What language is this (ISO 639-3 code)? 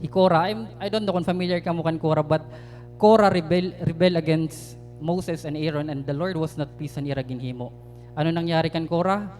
war